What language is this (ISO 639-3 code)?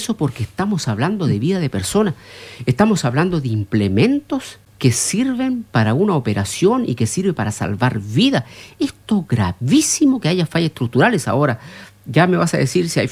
spa